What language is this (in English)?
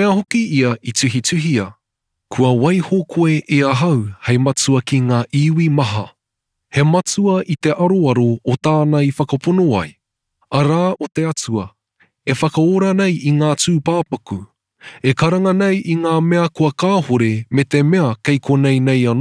Māori